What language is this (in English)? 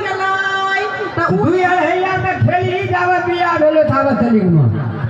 Maithili